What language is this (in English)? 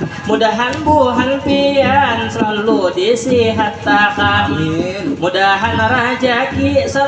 Banjar